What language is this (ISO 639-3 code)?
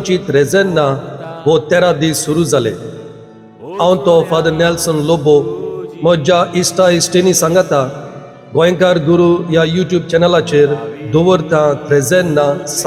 kok